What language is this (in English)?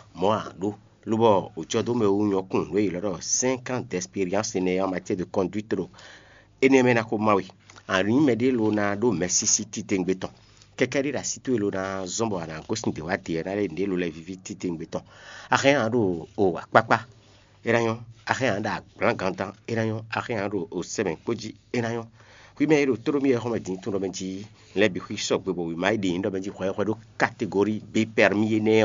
Fon